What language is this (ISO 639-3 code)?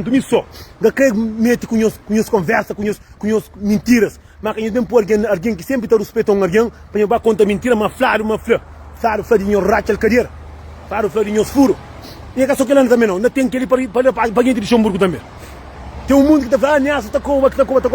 kea